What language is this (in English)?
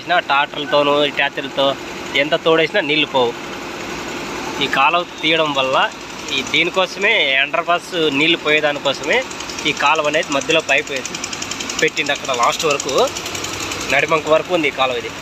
Telugu